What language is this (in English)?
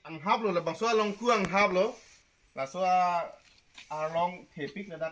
Karbi